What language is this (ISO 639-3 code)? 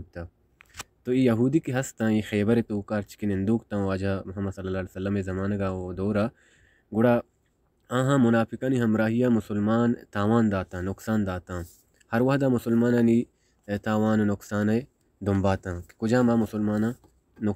bal